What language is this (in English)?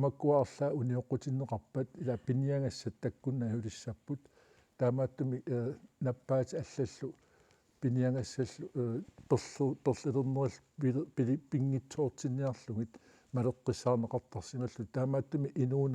Kalaallisut